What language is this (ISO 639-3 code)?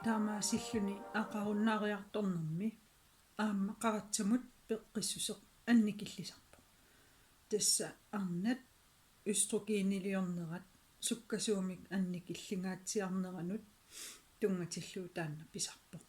kal